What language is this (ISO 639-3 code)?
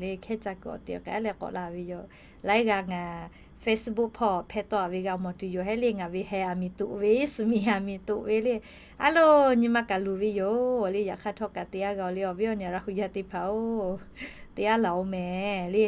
lhu